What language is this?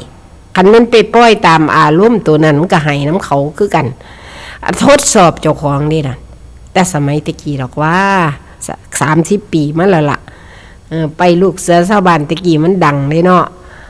Northeastern Thai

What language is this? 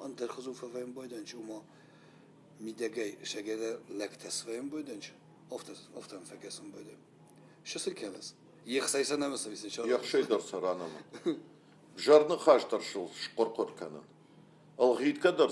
Ossetic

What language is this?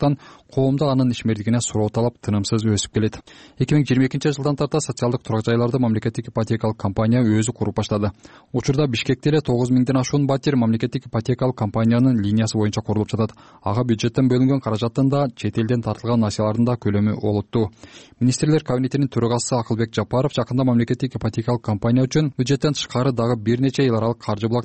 Kyrgyz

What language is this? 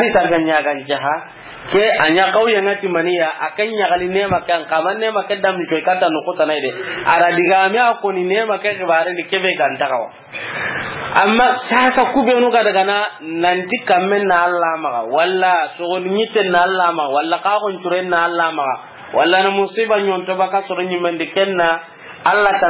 Soninke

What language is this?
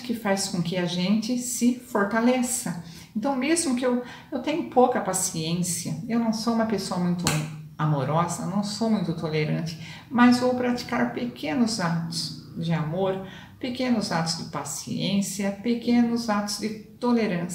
Portuguese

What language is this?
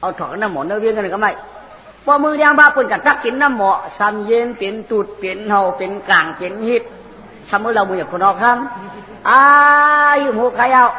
Shan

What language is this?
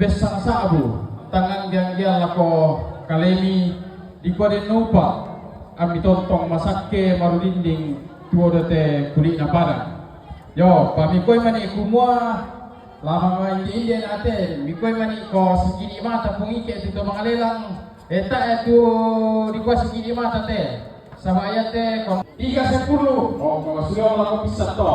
Toraja-Sa'dan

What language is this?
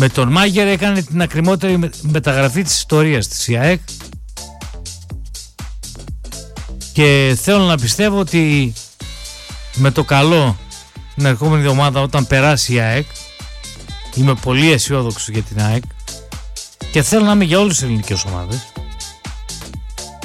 Greek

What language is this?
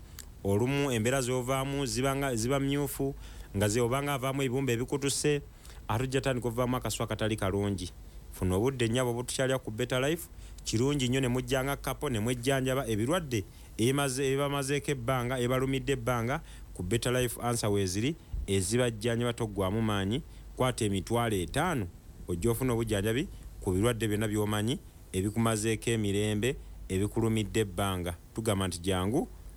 Ganda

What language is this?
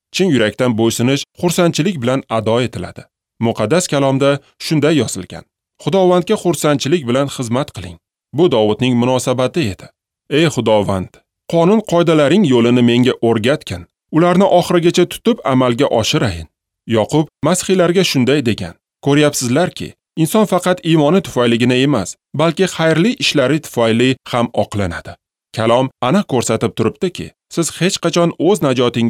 Uzbek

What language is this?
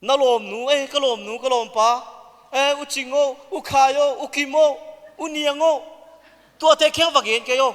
Tedim Chin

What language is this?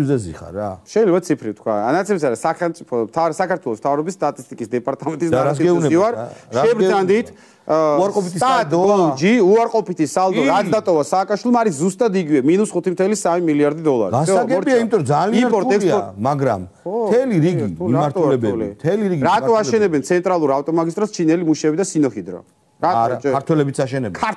Georgian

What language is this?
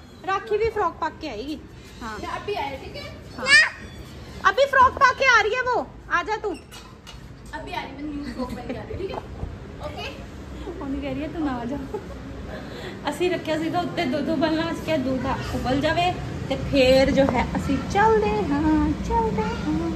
Punjabi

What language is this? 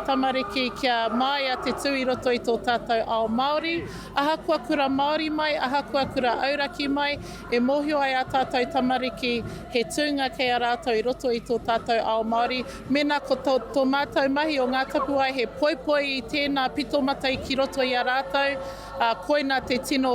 Māori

